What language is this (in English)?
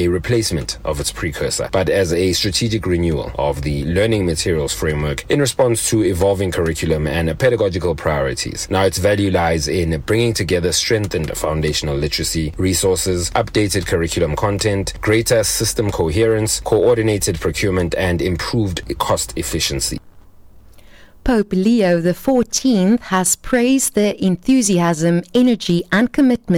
English